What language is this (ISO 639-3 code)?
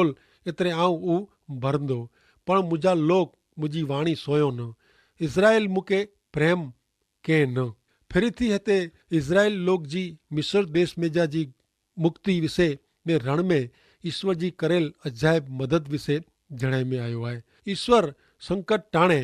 kfr